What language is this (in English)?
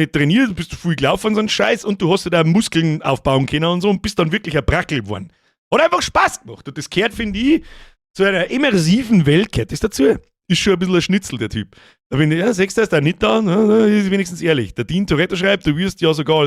Bavarian